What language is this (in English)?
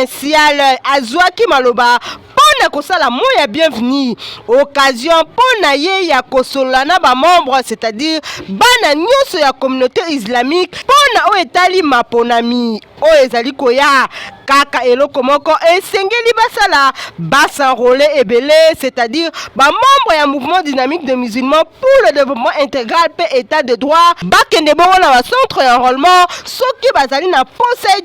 Lingala